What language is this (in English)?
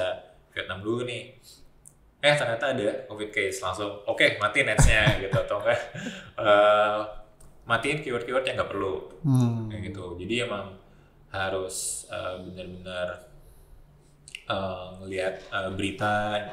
Indonesian